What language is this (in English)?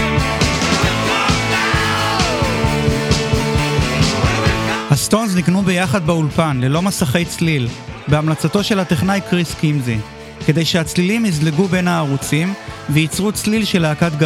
Hebrew